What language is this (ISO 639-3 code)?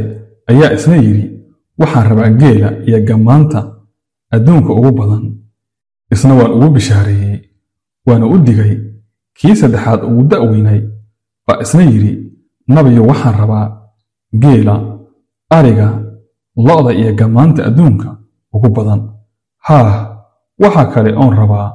som